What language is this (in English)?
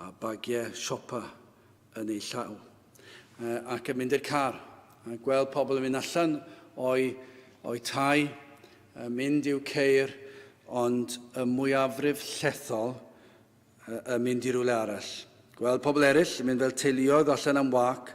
Welsh